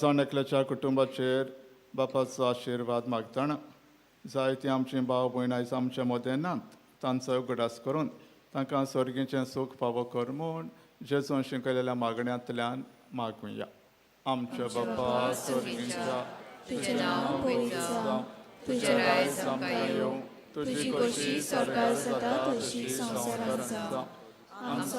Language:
Konkani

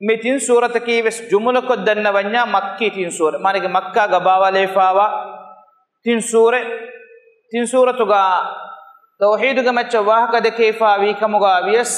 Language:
Divehi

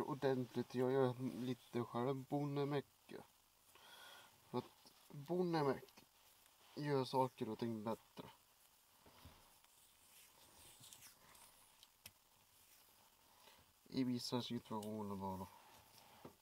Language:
Swedish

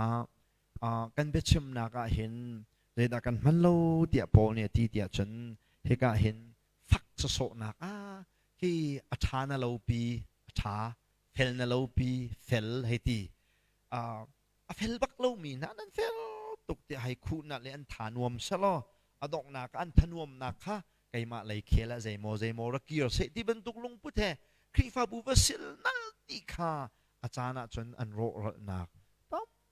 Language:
Hakha Chin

